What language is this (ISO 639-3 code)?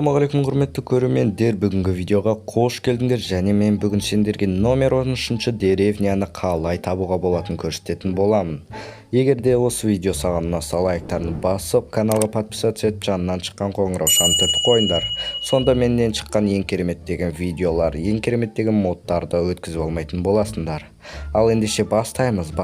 kaz